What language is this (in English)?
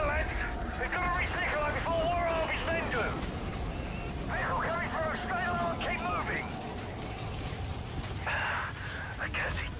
English